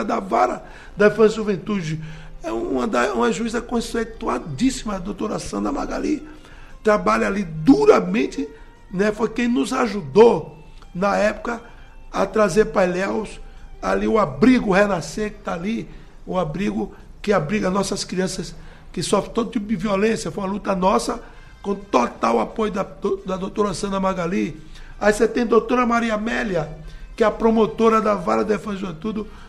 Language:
Portuguese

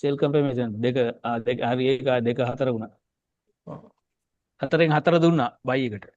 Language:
Sinhala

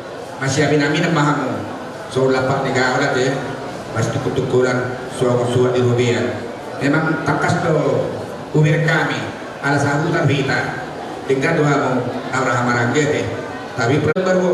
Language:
Batak Toba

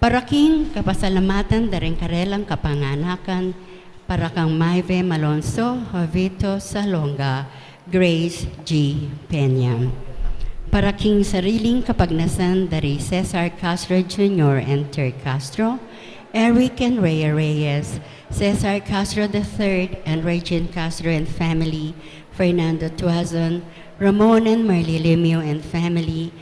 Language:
Pampanga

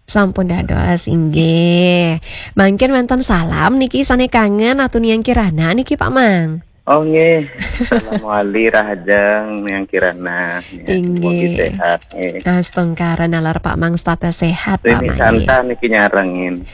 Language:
Balinese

